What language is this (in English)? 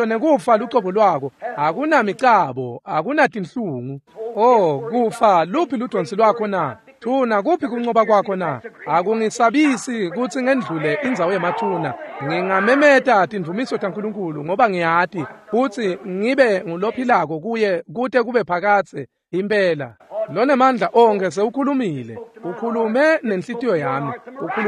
Swati